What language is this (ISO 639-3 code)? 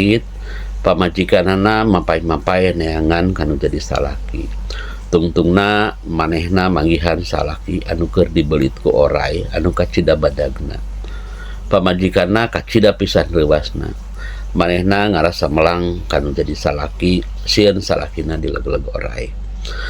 sun